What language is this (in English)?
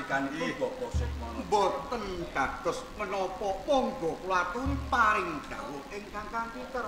Javanese